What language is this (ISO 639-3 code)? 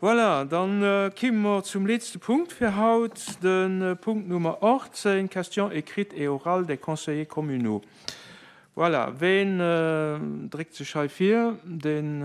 ltz